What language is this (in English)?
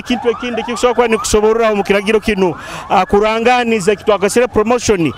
Nyoro